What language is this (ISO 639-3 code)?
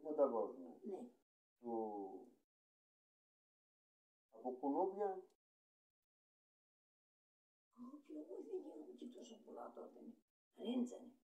ell